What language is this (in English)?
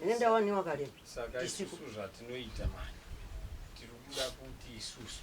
Shona